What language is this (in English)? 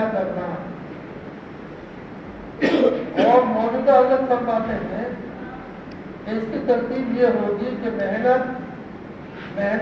Urdu